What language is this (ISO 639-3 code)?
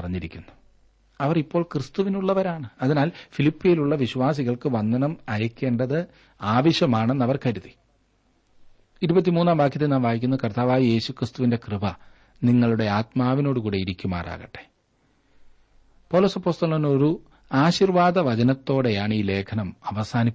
mal